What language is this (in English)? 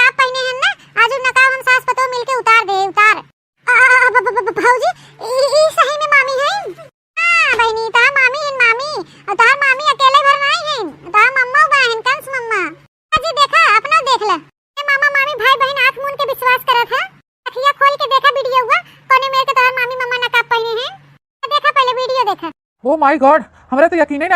Awadhi